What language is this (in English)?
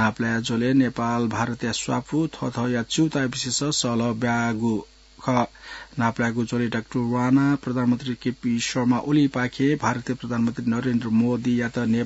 Newari